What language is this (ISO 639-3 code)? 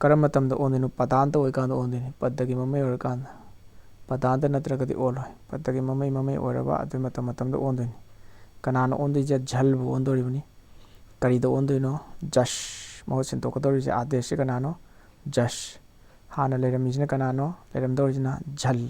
mni